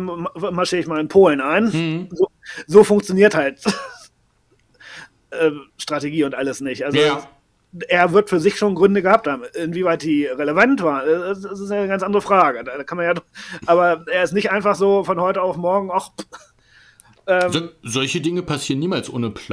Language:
German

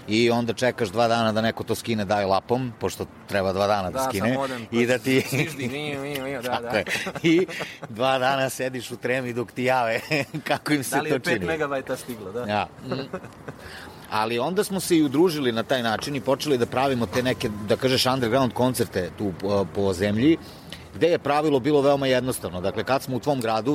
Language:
Serbian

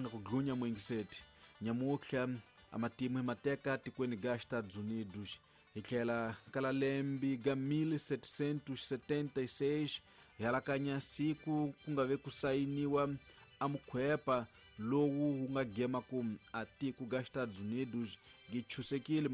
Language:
Tsonga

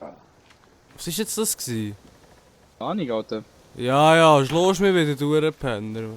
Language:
Swiss German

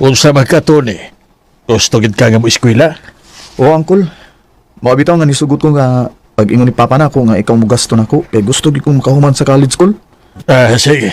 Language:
Cebuano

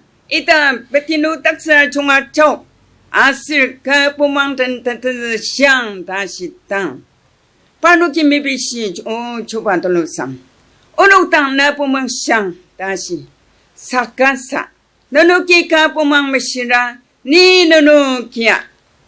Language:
Ao Naga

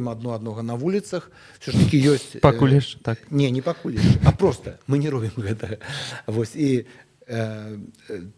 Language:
Belarusian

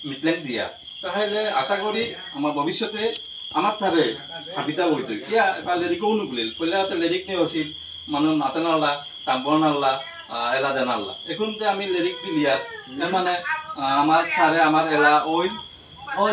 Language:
Bishnupriya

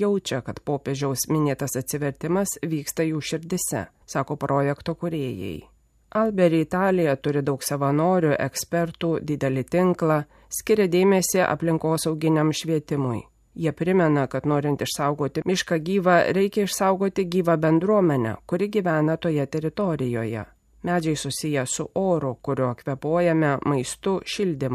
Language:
Lithuanian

